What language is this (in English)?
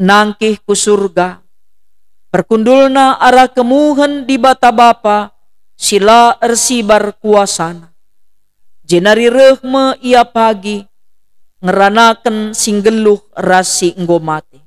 Batak Karo